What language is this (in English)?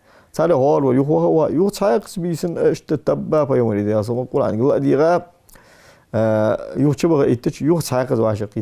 Ingush